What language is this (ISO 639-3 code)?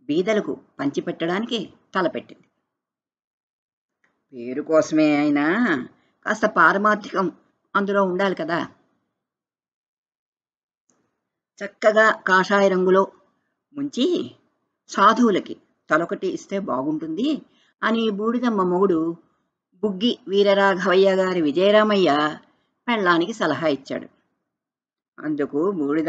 tel